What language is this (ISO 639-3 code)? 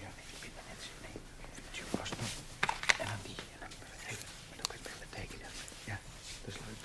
fry